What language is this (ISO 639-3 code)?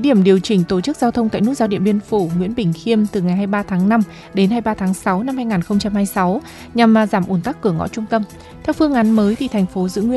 vie